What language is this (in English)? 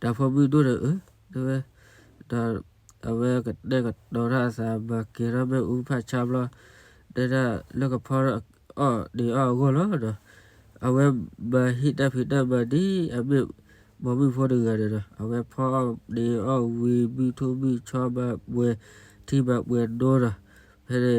S'gaw Karen